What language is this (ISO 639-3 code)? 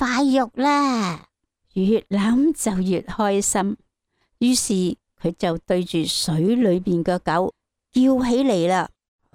yue